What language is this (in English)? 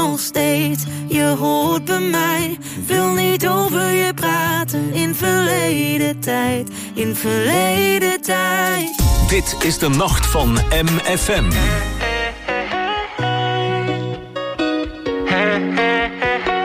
Dutch